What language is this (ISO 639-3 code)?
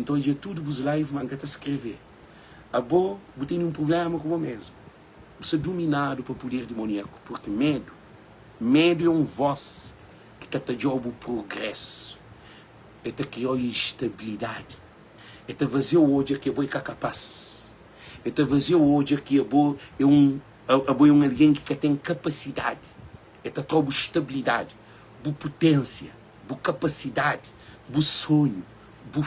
kea